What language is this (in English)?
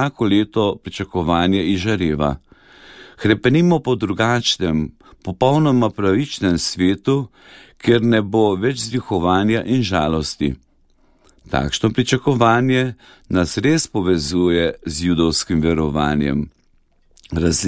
Slovenian